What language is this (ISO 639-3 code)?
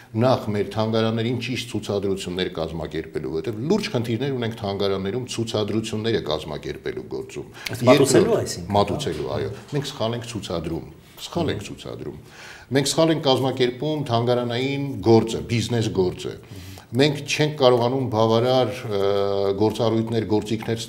hye